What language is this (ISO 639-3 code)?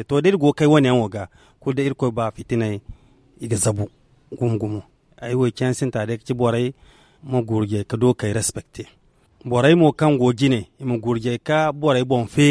dje